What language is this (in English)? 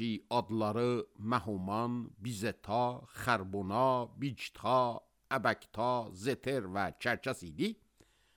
Azerbaijani